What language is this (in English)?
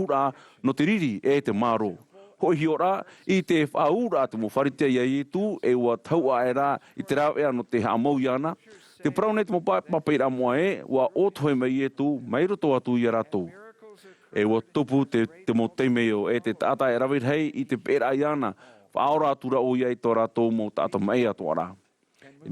Tahitian